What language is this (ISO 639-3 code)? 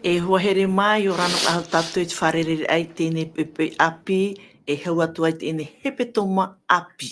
tah